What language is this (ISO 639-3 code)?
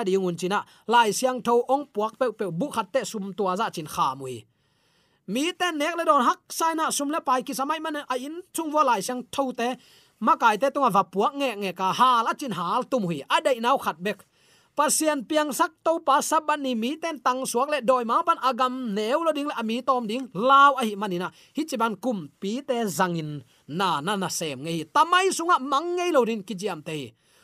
ctd